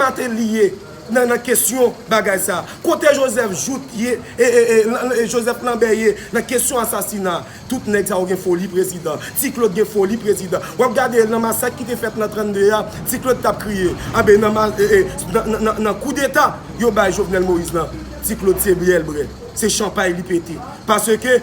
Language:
Haitian Creole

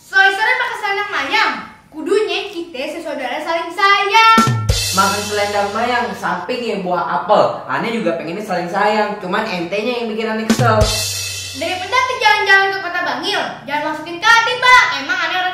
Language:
Betawi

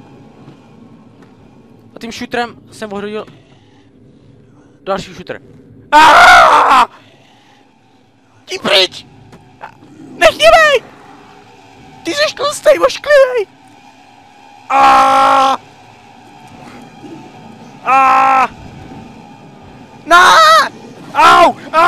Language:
Czech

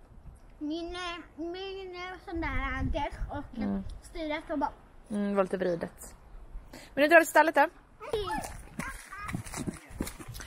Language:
Swedish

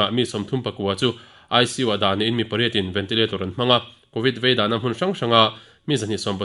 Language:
Mizo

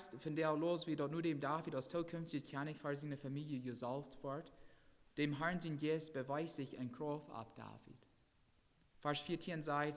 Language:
Plautdietsch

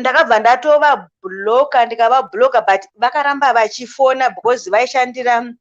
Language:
Shona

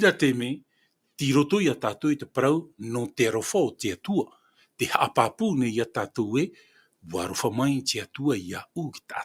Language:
Tahitian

